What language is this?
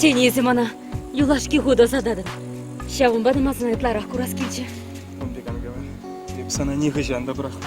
Chuvash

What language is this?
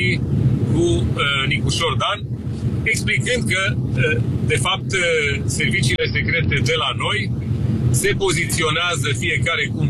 Romanian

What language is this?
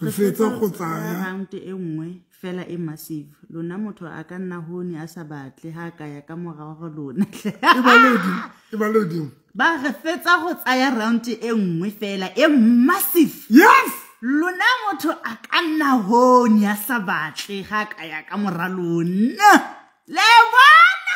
Southern Sotho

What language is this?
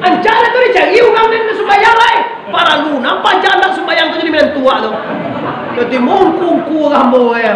Minangkabau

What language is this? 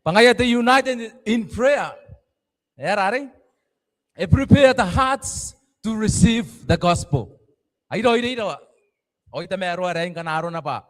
Gilbertese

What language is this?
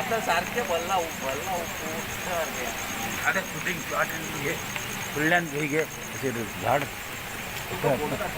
Konkani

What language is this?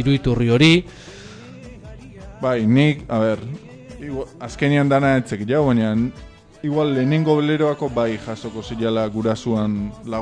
Basque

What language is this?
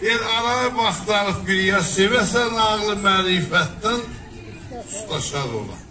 South Azerbaijani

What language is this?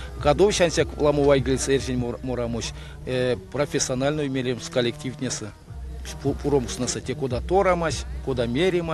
Erzya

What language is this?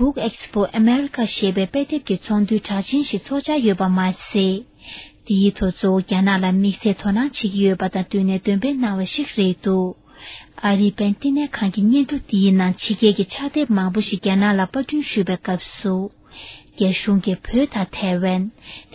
Tibetan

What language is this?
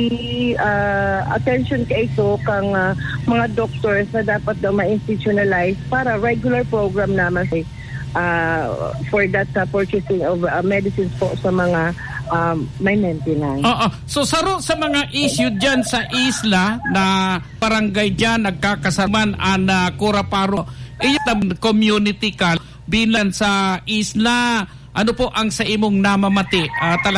Bikol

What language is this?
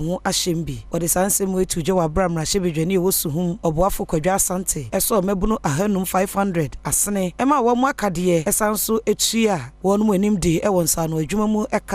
Akan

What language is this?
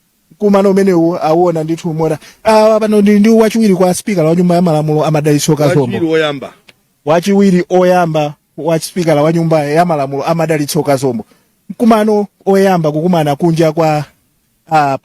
Nyanja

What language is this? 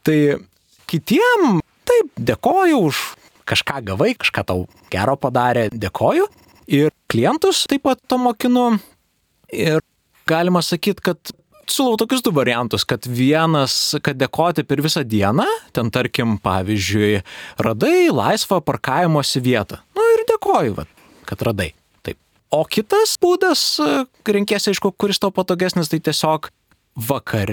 Lithuanian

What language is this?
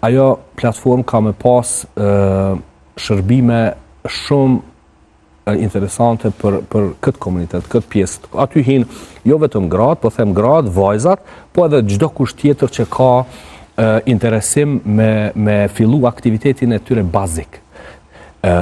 Albanian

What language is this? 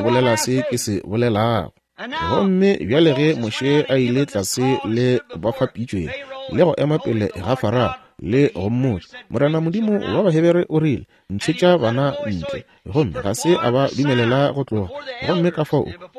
Northern Sotho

